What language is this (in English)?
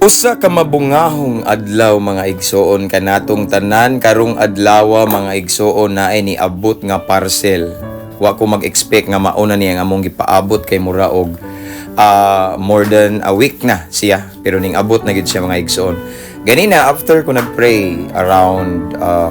Cebuano